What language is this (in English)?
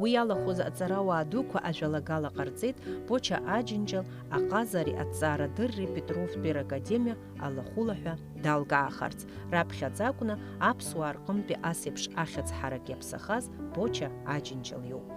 Abkhazian